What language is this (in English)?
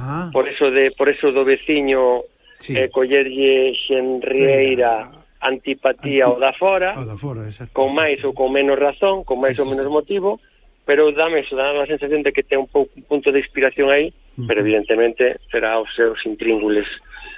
Galician